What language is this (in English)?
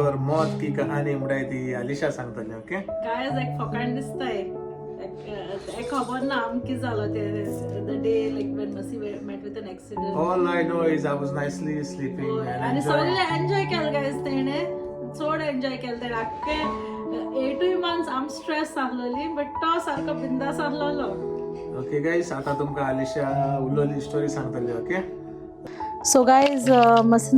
Konkani